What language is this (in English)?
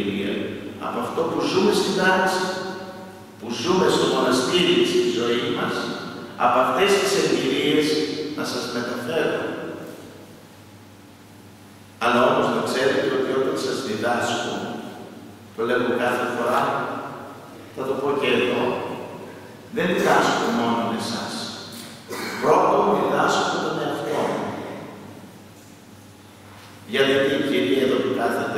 Greek